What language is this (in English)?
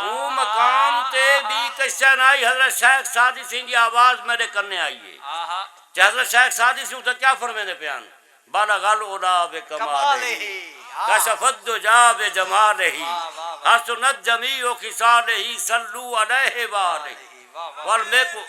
Saraiki